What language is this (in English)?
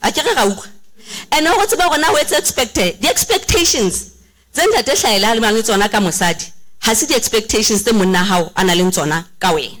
Southern Sotho